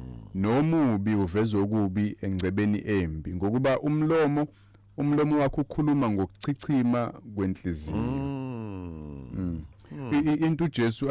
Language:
Zulu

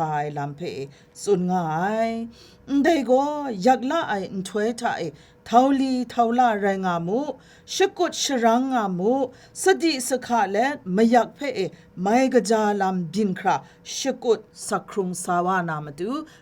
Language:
Kachin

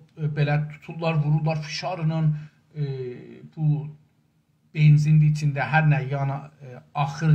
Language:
South Azerbaijani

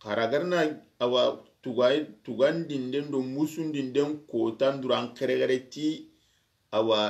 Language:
Soninke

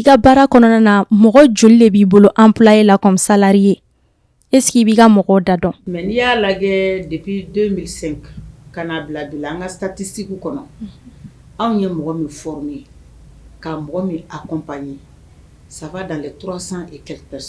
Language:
Bambara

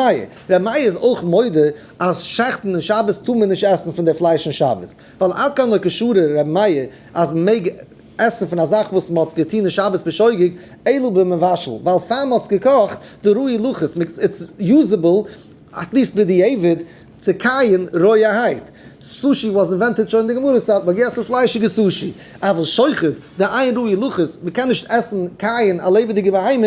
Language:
Yiddish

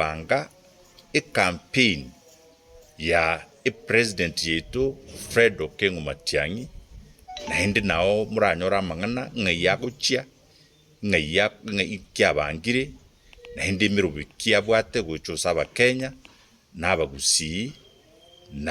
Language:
Gusii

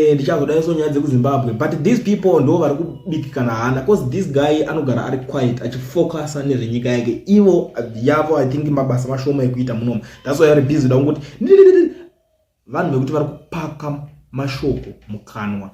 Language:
Shona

